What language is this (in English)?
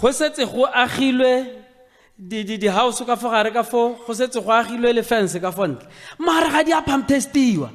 Tswana